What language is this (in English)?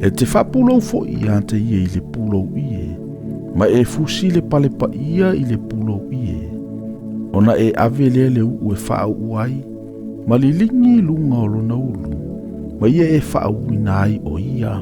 Samoan